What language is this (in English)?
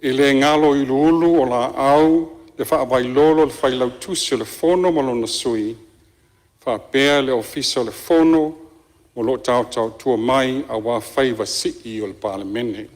Samoan